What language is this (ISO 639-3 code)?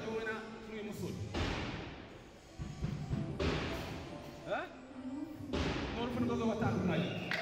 run